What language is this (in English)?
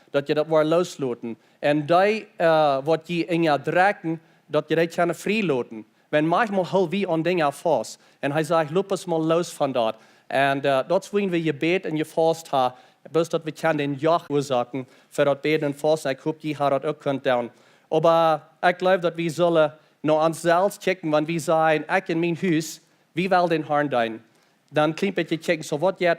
Plautdietsch